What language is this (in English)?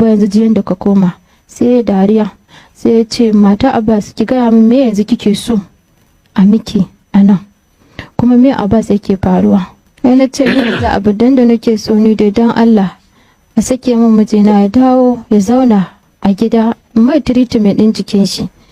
Hausa